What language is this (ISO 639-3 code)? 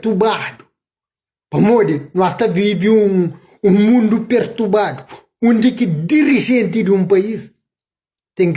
kea